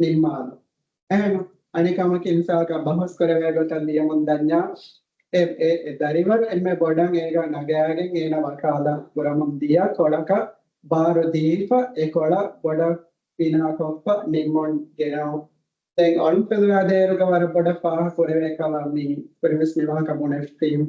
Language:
Divehi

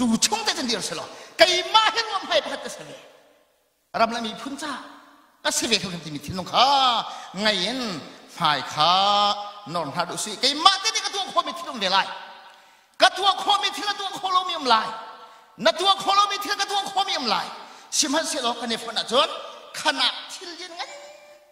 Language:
Hakha Chin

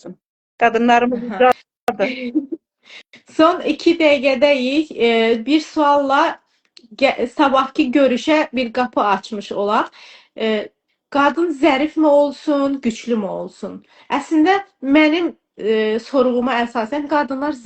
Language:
Azerbaijani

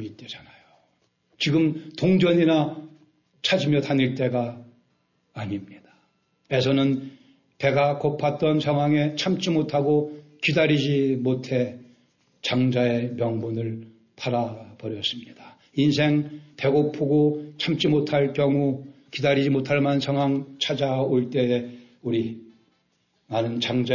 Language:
Korean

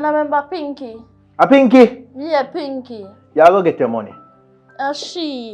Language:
Jamaican Creole English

